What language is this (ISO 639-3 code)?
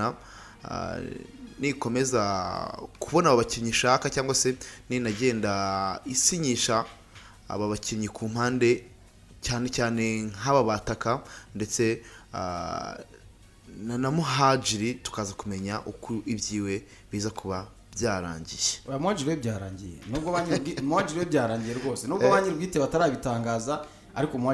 kin